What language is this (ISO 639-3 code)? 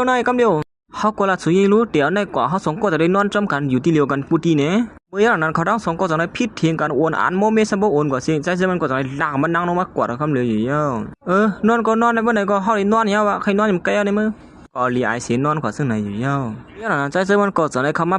shn